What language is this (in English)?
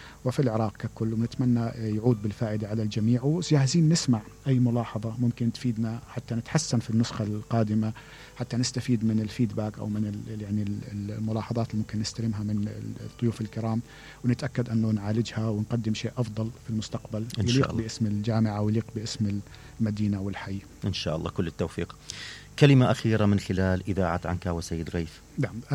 Mesopotamian Arabic